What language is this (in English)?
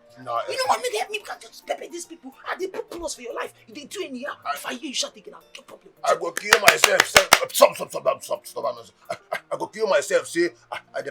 Nigerian Pidgin